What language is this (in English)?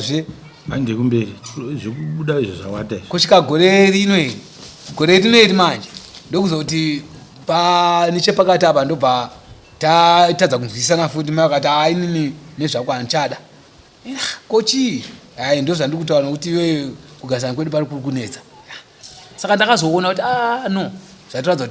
Shona